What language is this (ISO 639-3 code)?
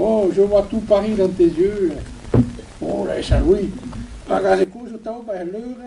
bre